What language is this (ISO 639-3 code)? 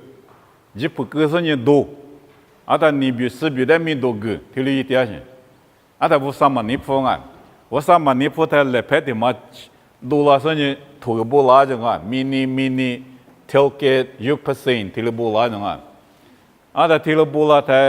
lis